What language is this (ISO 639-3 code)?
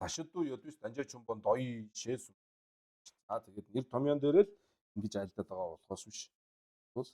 mon